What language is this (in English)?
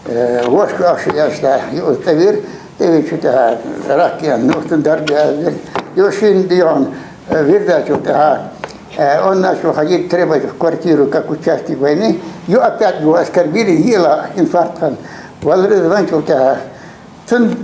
Ingush